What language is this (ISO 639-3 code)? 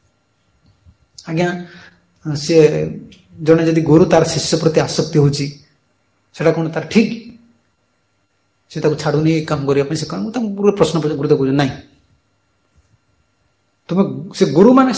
ori